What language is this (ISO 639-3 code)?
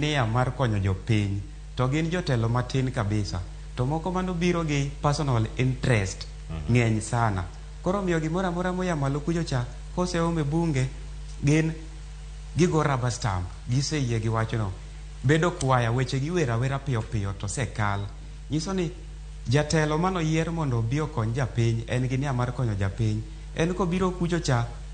luo